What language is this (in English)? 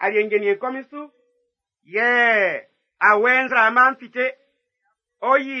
Baoulé